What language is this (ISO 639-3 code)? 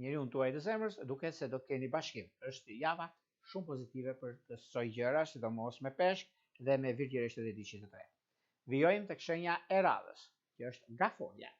sqi